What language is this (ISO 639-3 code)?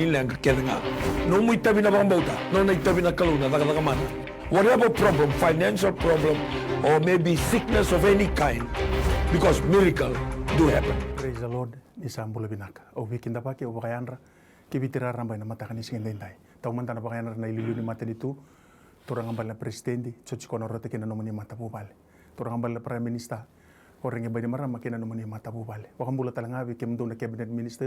fij